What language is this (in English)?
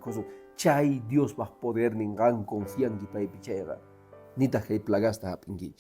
Quechua